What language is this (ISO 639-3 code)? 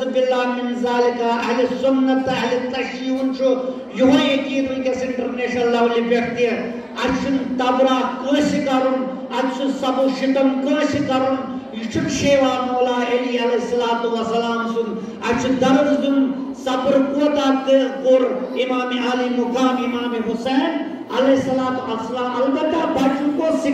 kas